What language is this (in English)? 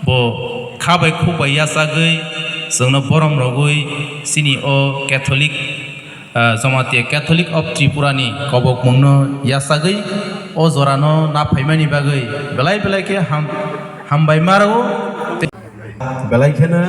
Kok Borok